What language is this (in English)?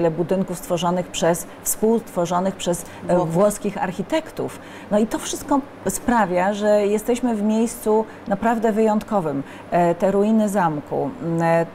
Polish